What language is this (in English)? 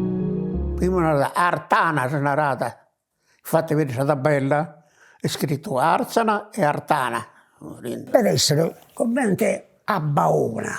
Sardinian